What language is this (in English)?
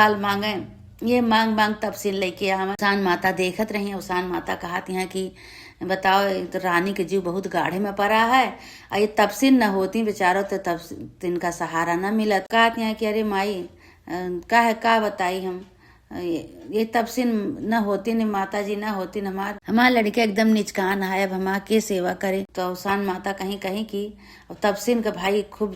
Awadhi